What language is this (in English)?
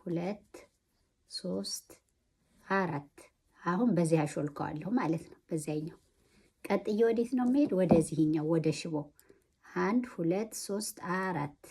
Amharic